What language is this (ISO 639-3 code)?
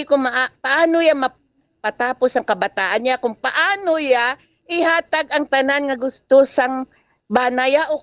hil